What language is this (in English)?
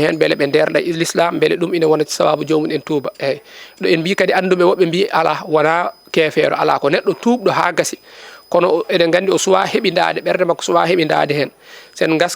Fula